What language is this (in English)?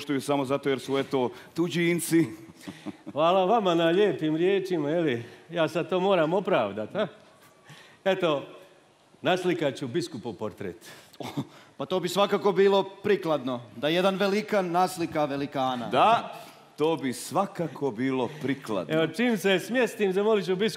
Croatian